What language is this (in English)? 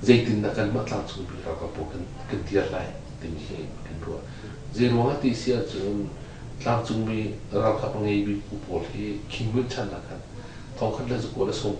Hakha Chin